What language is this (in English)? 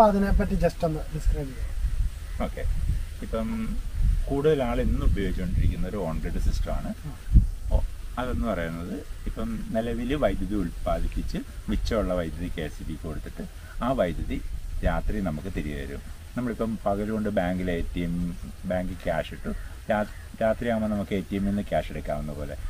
Malayalam